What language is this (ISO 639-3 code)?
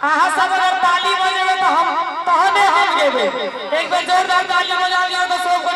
mai